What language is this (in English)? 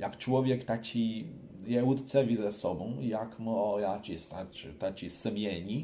Kashubian